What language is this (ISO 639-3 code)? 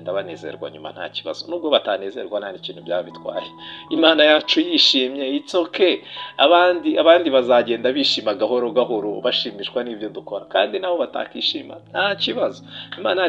kin